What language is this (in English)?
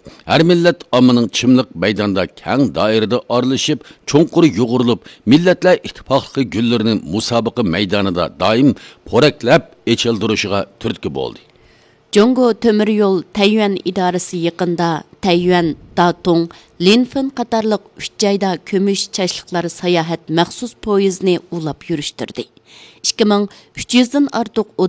Uyghur